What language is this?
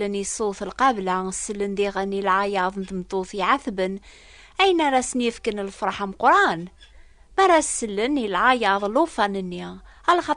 Kabyle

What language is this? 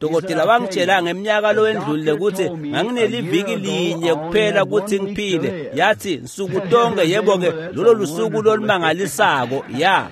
Swati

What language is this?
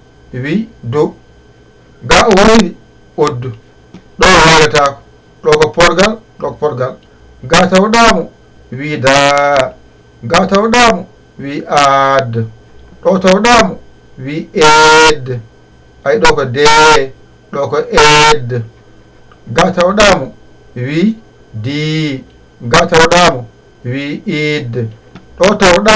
Fula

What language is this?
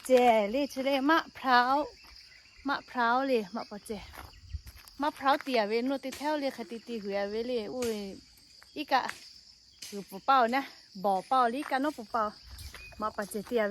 Lahu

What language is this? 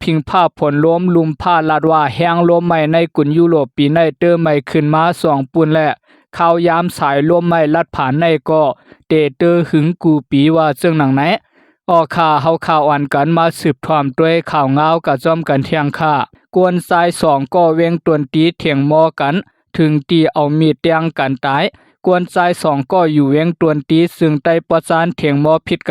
Shan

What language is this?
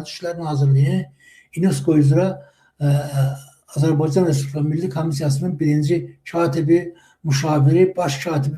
Azerbaijani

